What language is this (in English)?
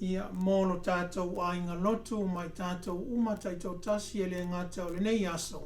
Samoan